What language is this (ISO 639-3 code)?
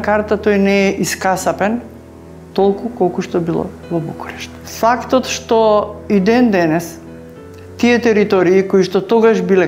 mkd